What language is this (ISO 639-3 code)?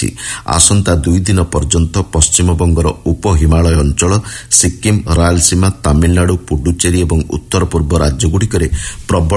ori